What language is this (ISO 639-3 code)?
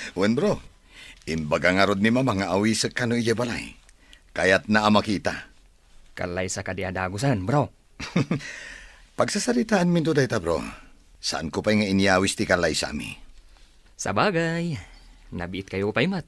ilo